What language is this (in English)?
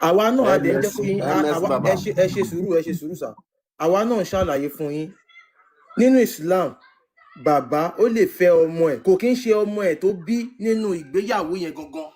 Yoruba